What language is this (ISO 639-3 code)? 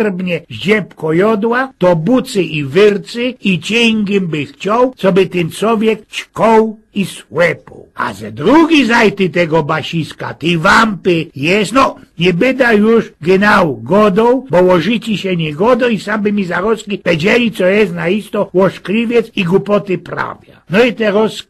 szl